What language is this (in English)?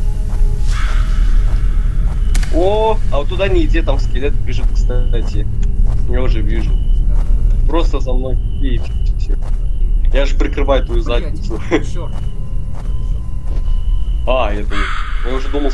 Russian